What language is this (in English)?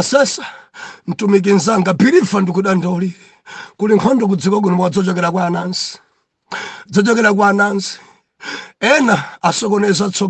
Nyanja